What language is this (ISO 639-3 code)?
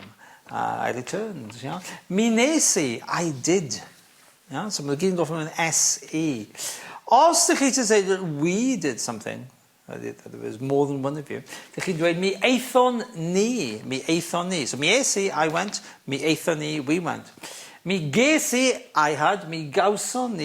cym